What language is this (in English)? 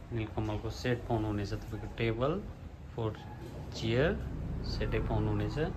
Nepali